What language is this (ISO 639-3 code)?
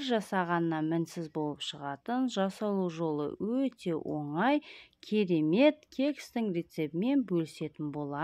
kaz